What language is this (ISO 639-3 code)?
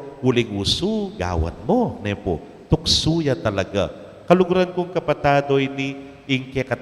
pam